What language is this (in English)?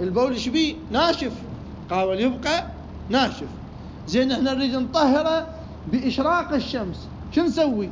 Mesopotamian Arabic